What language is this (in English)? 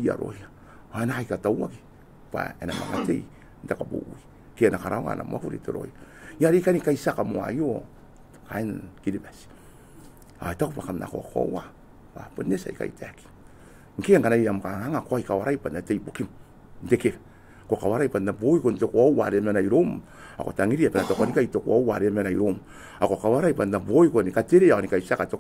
Gilbertese